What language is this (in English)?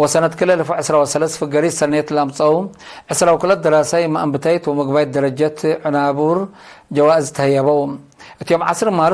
Tigre